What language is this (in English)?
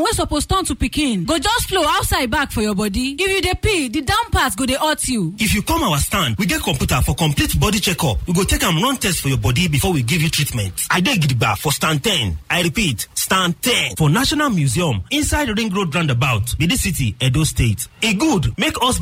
Nigerian Pidgin